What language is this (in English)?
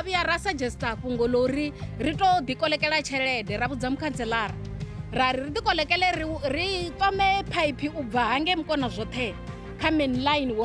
Venda